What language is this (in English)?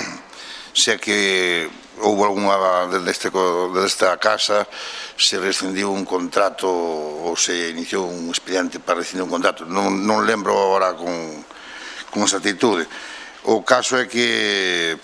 Galician